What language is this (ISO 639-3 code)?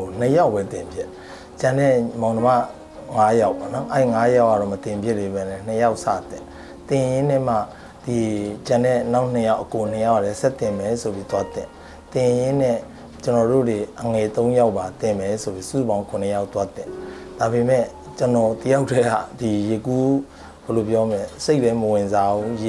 mya